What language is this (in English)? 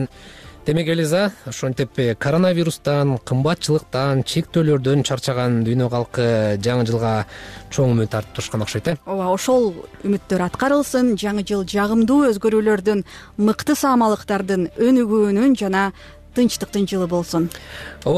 Kyrgyz